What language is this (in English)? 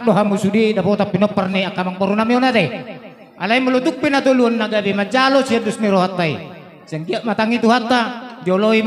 Batak Toba